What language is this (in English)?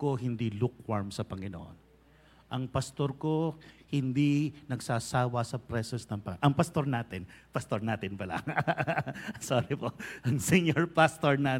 Filipino